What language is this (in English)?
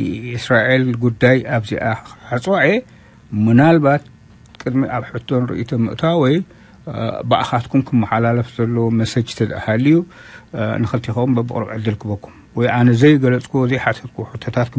Tigrinya